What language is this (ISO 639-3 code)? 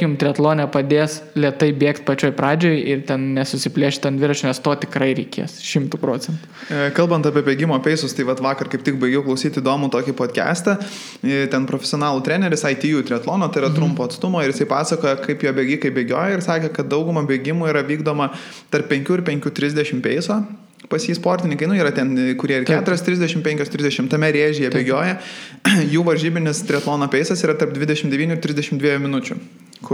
lit